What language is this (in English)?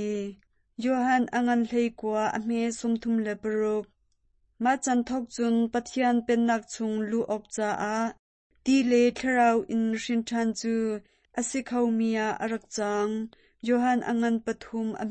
Hakha Chin